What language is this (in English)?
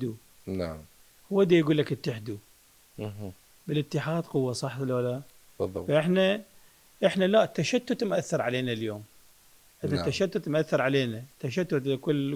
Mesopotamian Arabic